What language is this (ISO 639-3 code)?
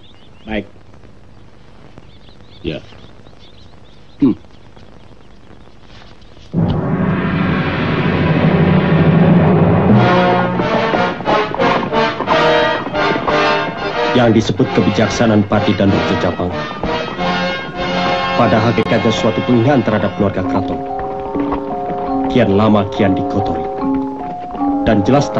ind